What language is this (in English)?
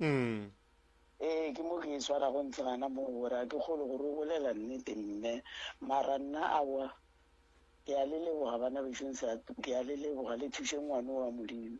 Northern Sotho